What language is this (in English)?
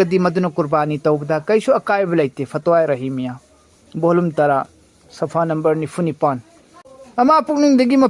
Manipuri